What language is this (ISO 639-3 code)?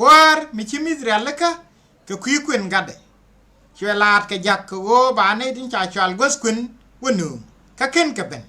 nus